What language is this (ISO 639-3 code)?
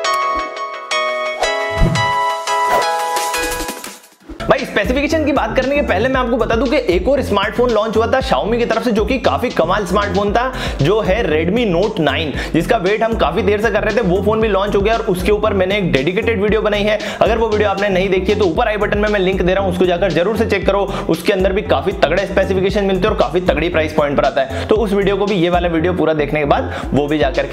hin